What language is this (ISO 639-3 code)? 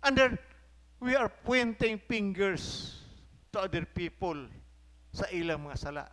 ceb